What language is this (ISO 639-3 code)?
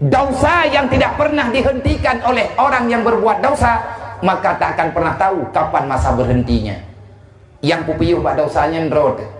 ace